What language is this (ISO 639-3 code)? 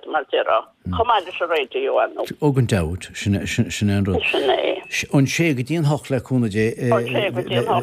gle